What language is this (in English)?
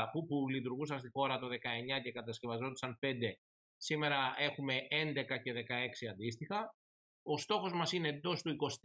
Greek